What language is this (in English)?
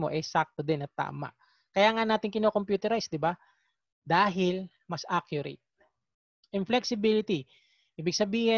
Filipino